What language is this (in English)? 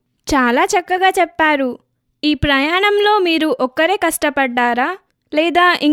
Telugu